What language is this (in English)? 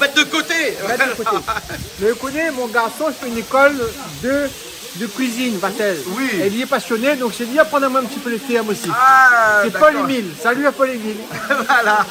Réunion Creole French